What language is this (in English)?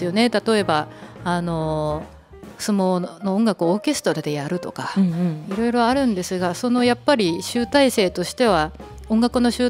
Japanese